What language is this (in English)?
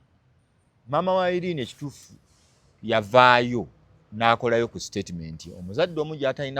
Ganda